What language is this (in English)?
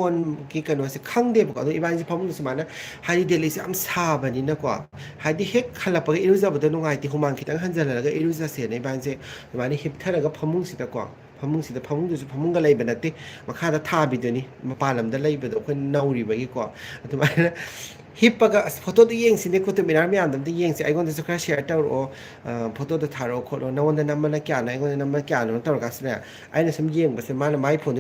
Manipuri